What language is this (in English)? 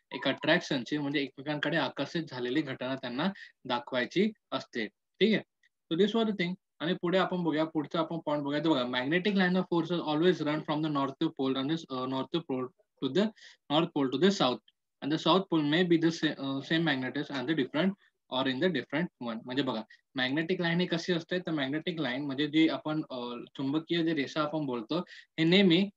Marathi